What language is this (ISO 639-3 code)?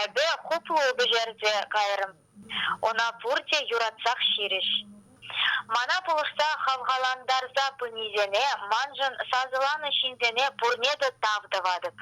chv